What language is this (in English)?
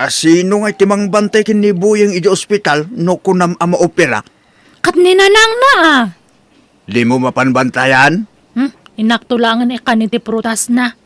Iloko